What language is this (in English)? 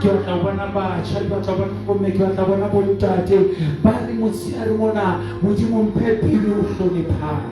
Southern Sotho